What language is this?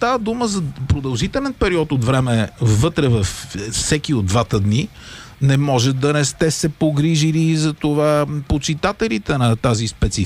Bulgarian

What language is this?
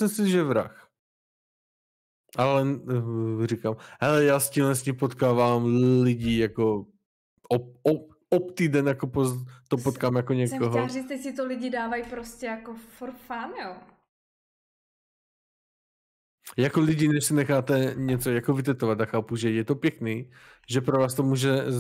Czech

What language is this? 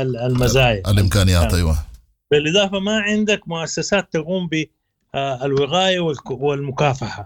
Sudanese Arabic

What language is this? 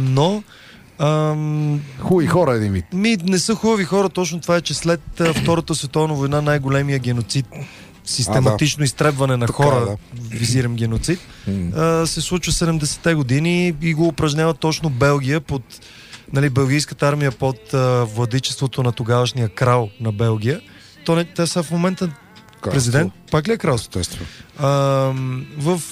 Bulgarian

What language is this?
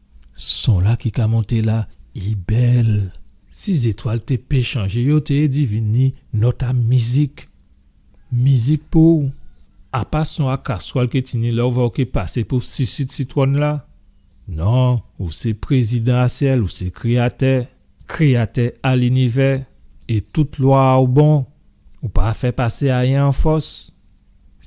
Guadeloupean Creole French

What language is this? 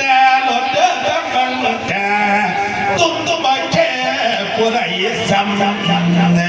Northeastern Thai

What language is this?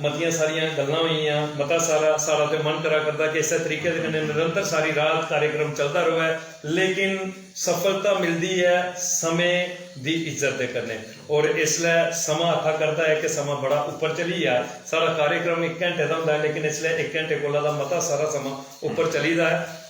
Dogri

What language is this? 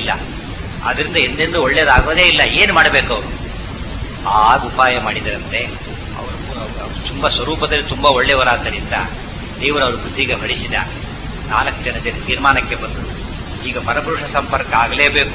Kannada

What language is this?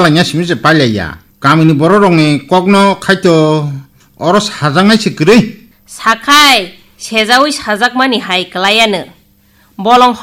Kok Borok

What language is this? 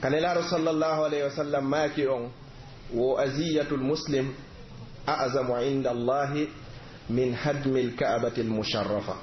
Pular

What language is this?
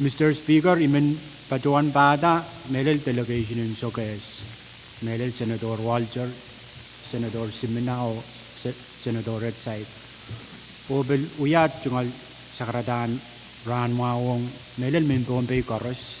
Pohnpeian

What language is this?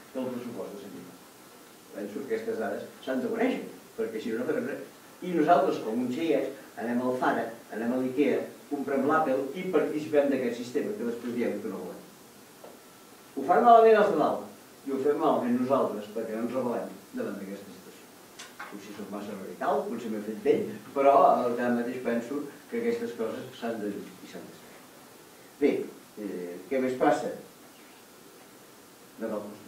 Catalan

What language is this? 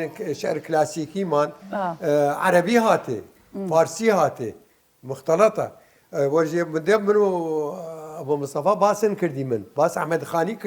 Southern Kurdish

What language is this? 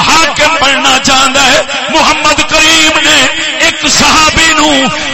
Saraiki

